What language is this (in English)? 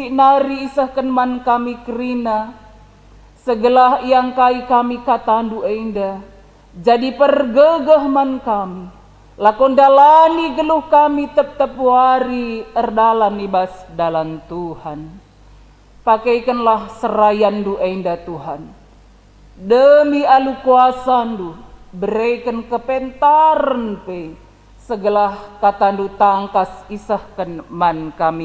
Batak Karo